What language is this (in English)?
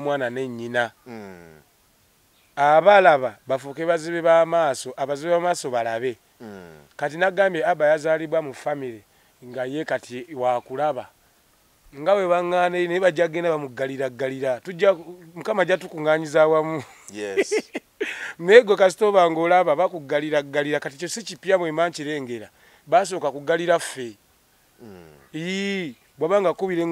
Ganda